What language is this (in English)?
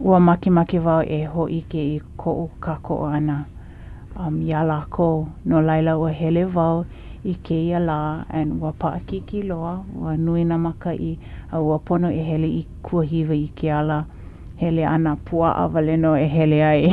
Hawaiian